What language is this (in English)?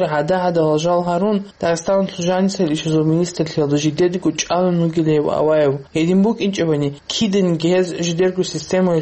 Avaric